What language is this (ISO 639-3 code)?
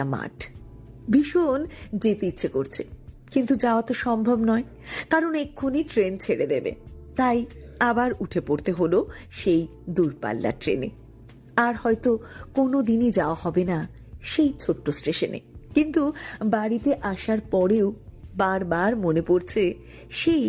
ben